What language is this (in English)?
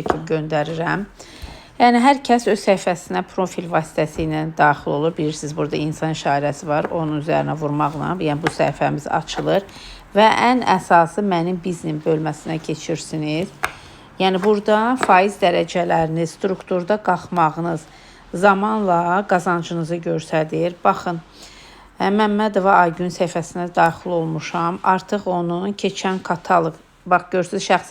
Azerbaijani